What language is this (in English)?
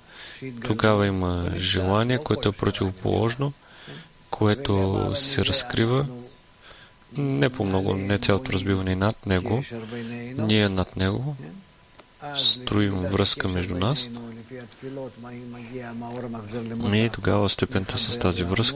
Bulgarian